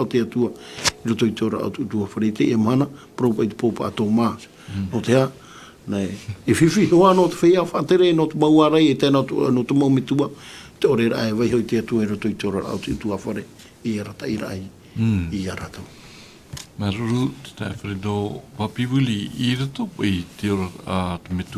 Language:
Tahitian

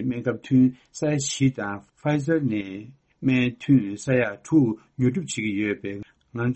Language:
Tibetan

